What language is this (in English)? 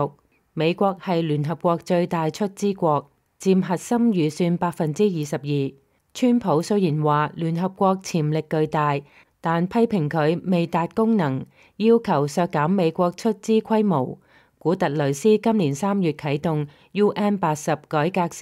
Cantonese